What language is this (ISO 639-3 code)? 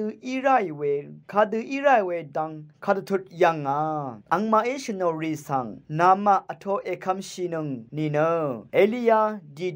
raw